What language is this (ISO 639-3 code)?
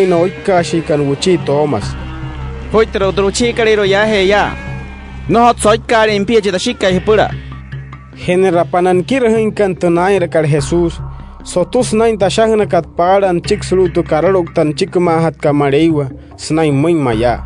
guc